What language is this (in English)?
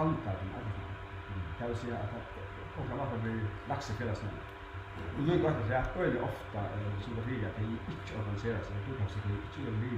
Faroese